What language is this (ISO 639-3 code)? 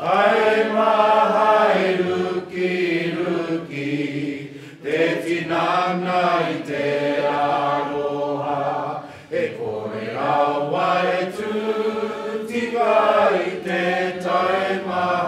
mri